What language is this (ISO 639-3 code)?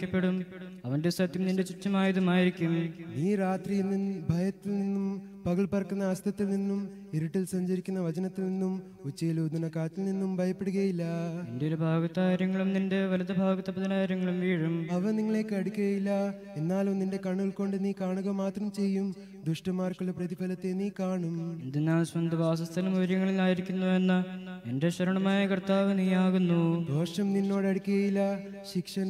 mal